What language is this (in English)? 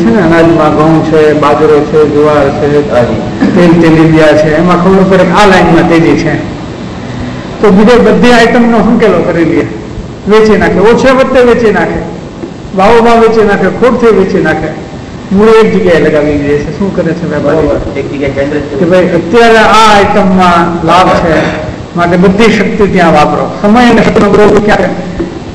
Gujarati